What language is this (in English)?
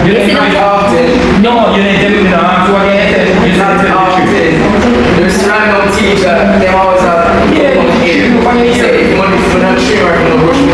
Jamaican Creole English